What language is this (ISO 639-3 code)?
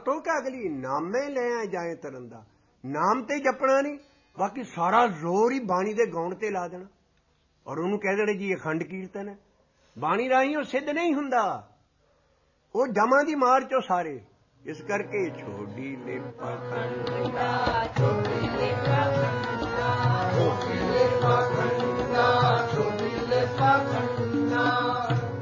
pan